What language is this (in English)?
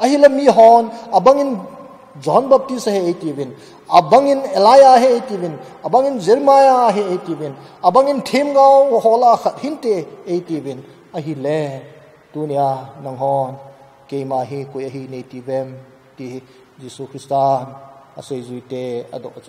Thado Chin